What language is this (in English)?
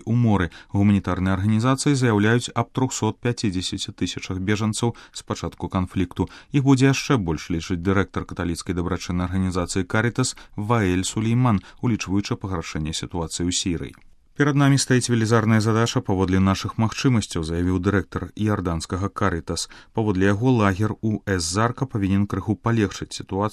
Belarusian